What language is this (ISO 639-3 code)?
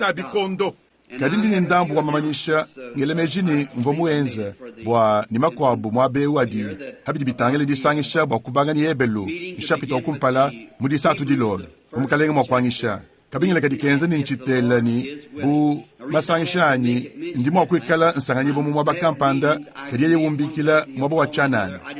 lua